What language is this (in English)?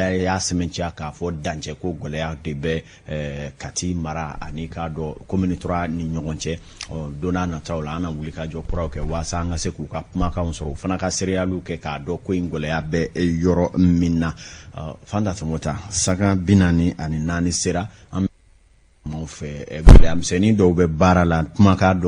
Bambara